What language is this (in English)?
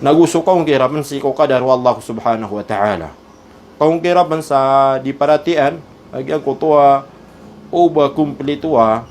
Maranao